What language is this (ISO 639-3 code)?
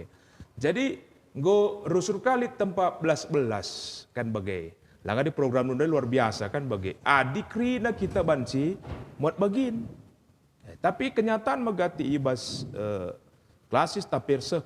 btx